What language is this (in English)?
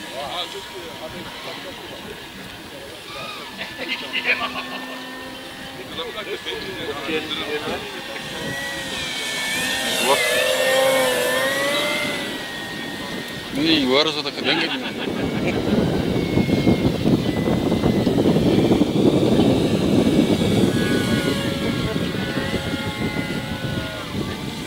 Afrikaans